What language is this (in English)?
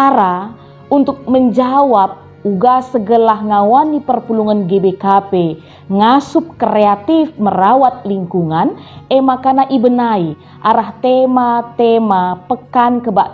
Batak Karo